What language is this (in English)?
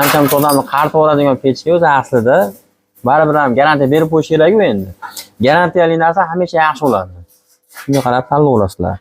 Uzbek